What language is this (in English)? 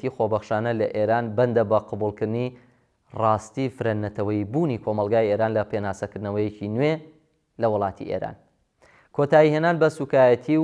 Central Kurdish